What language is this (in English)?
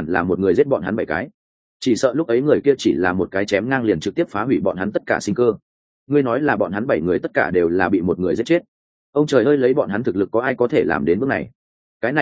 Vietnamese